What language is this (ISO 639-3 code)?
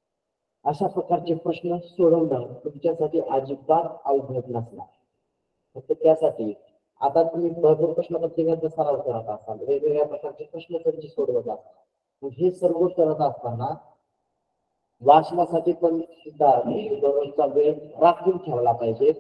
mar